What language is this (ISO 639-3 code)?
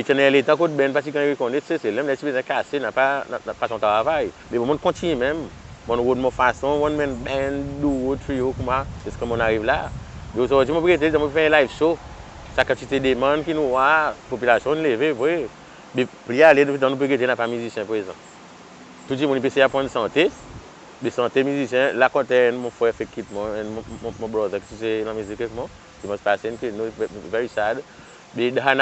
crs